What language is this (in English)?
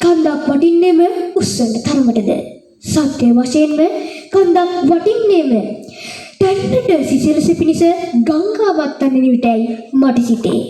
Sinhala